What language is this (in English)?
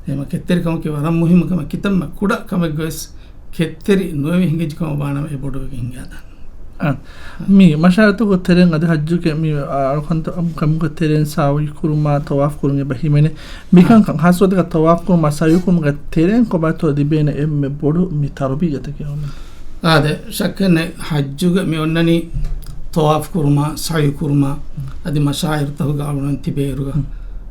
Divehi